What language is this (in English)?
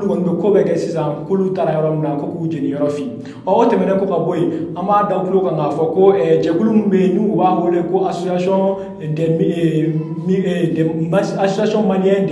Bambara